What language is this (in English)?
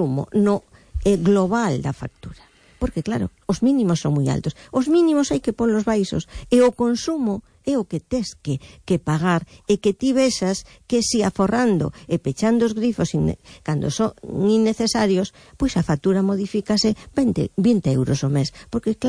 Galician